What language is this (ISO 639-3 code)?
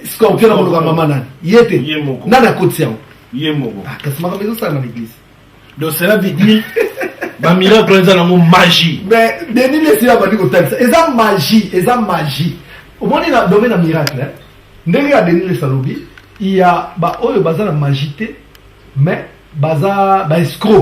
lin